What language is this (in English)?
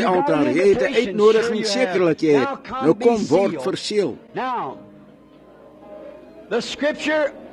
Afrikaans